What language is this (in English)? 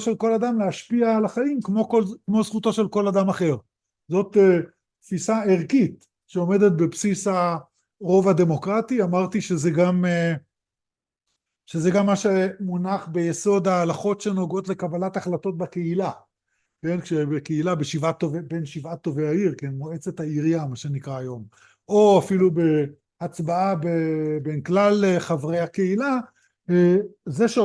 Hebrew